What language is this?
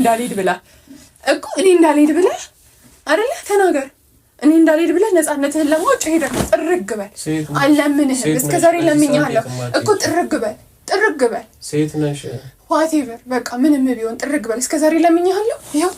Amharic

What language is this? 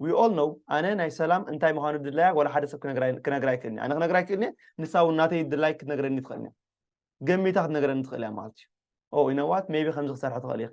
Tigrinya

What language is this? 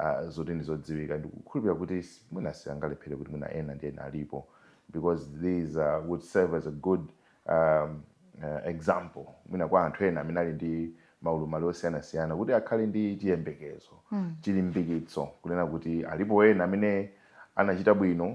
Nyanja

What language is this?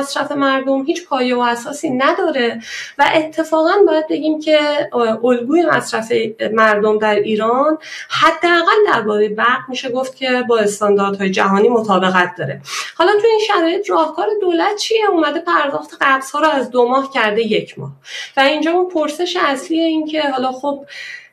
Persian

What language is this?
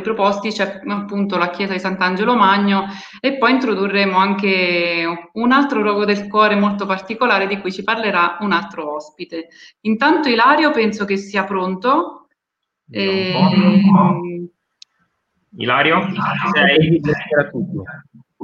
Italian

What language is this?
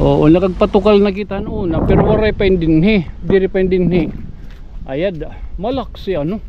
Waray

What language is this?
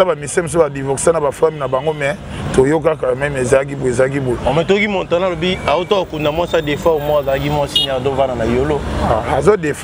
Lingala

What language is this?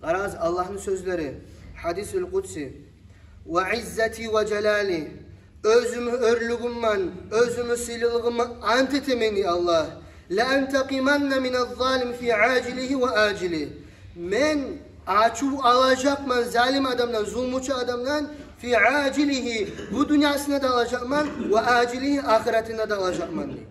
Kumyk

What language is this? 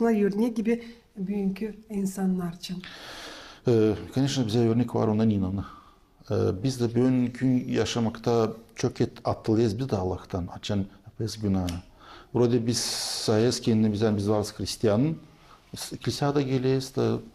Gagauz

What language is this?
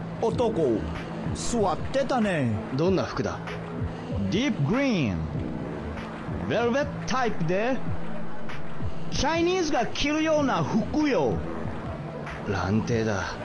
Japanese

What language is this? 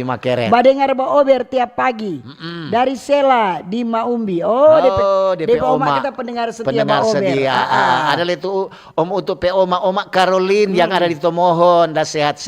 Manado Malay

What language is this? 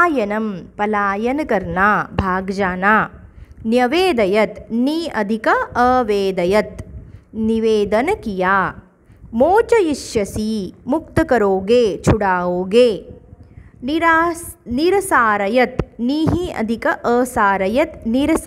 Sanskrit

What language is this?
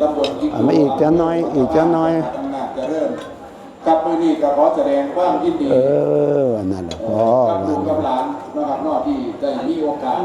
Northeastern Thai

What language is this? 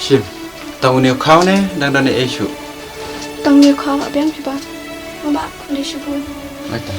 Khasi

